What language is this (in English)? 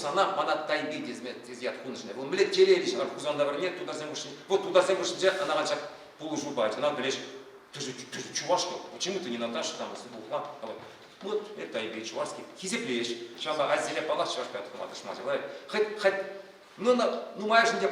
Chuvash